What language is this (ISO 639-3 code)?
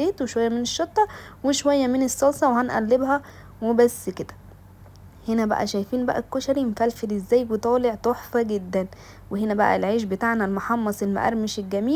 arz